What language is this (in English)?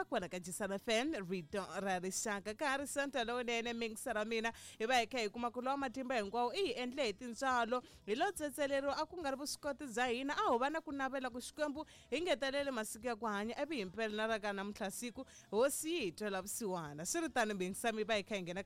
Tsonga